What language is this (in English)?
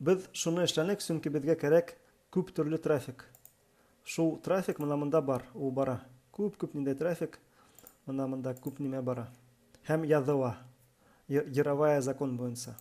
Bashkir